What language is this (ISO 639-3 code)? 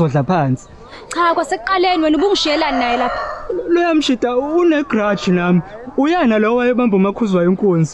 zul